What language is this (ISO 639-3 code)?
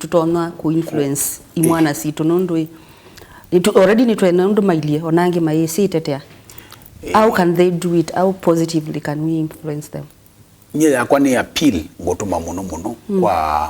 kam